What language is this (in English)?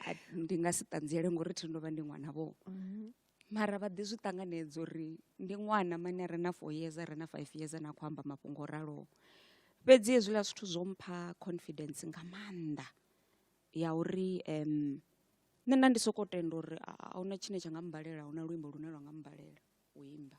Venda